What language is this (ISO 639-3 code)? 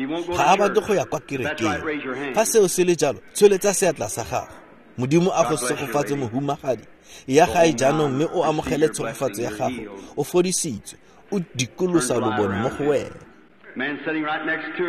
tsn